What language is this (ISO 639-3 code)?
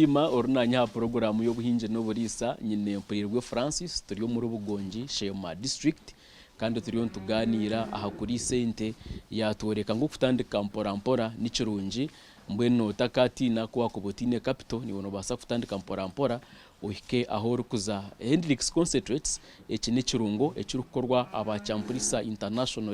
nyn